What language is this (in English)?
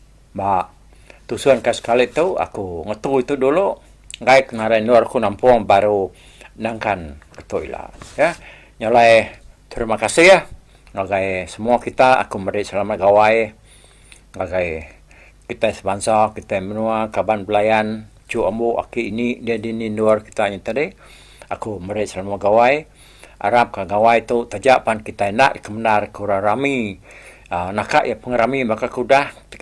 Iban